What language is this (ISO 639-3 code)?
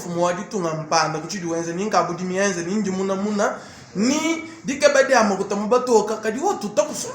lua